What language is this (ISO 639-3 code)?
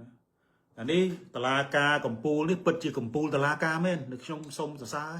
khm